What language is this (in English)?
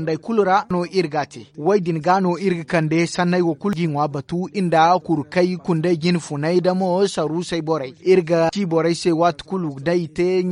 Zarma